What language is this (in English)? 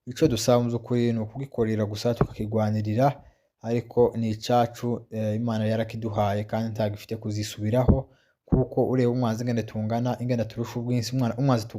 Kinyarwanda